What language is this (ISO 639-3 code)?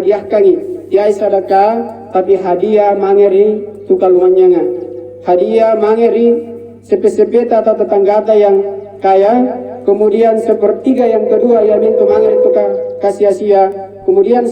mak